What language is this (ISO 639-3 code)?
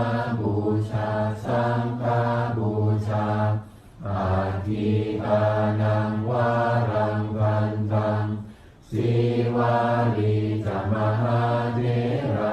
pli